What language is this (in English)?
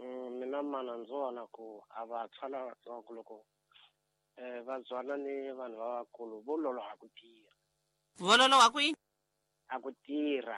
Tsonga